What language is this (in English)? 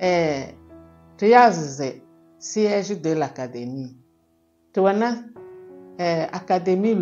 Kabiyè